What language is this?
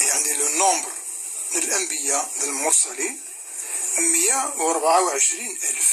Kabyle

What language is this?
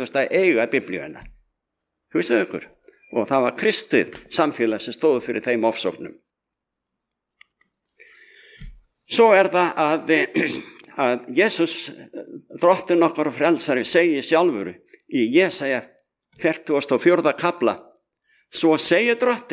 Icelandic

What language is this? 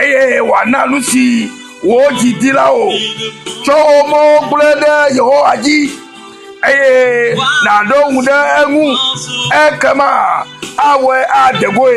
Ewe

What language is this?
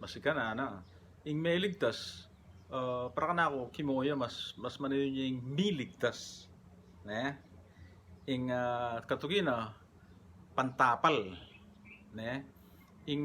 Pampanga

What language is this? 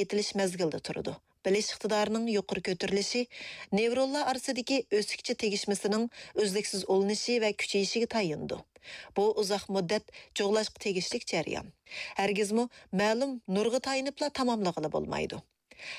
Uyghur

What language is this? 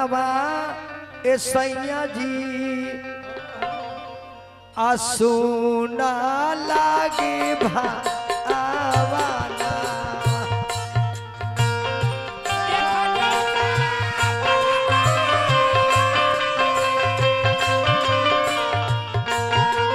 Bhojpuri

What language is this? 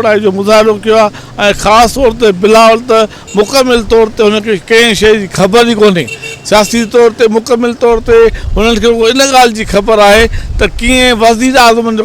Sindhi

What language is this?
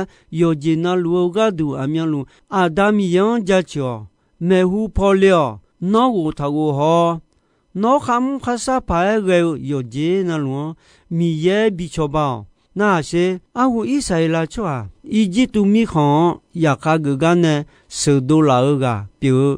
Akha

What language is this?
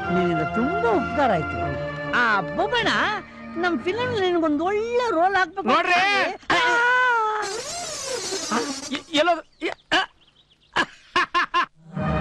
Kannada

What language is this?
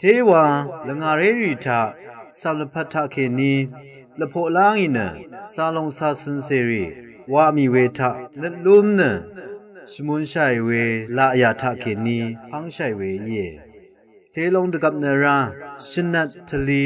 Rawang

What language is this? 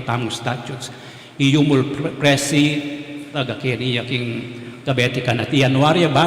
Pampanga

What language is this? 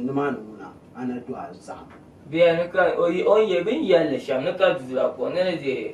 Dagbani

